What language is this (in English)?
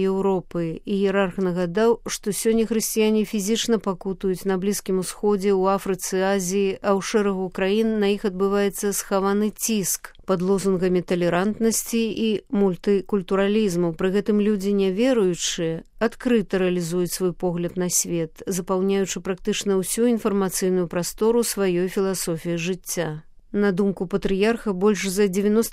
Belarusian